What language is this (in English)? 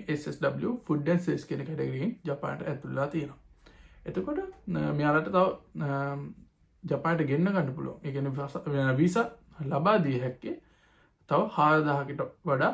Sinhala